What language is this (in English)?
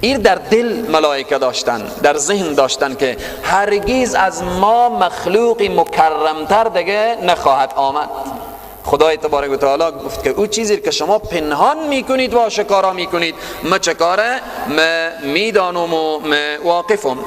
Persian